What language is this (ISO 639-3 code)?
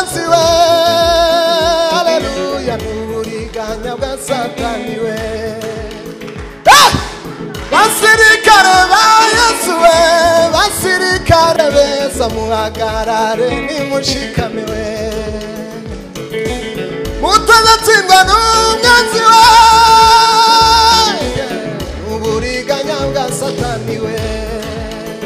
kin